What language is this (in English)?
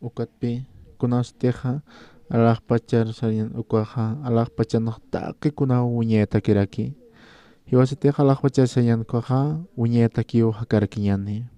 Aymara